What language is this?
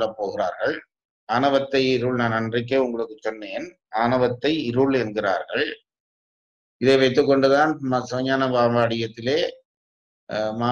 Tamil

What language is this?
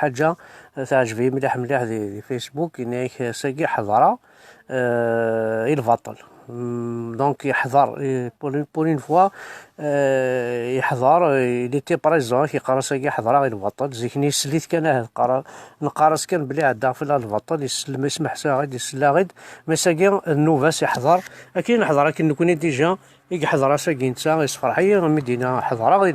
Kabyle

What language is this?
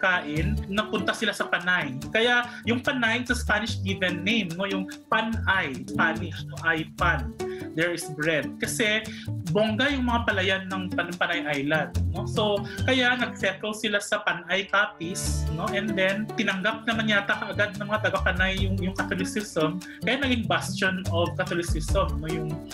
Filipino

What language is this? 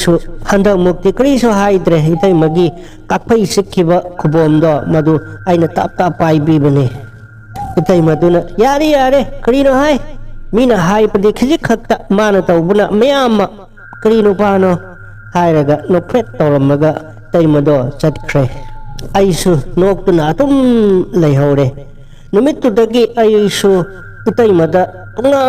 Manipuri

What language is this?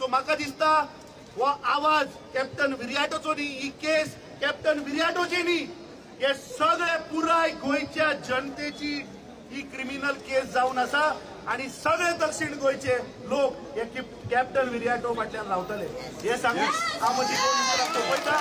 Konkani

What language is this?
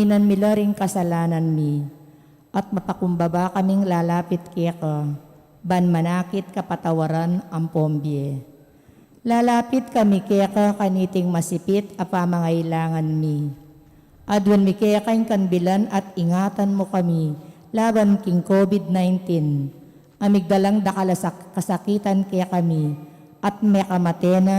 Pampanga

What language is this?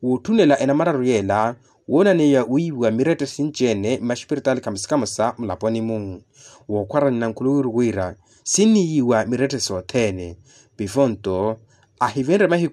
Makhuwa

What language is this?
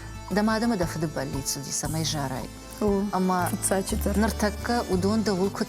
Ossetic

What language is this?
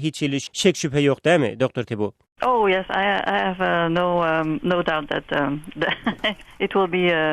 Turkmen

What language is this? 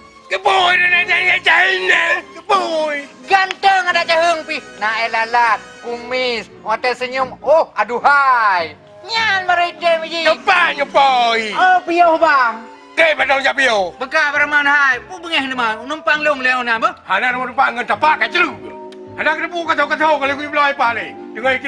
Achinese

